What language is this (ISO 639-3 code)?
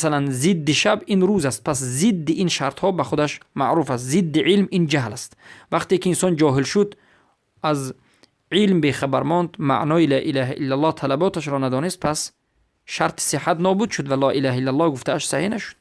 fas